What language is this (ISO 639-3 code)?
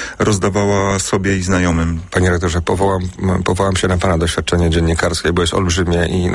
pol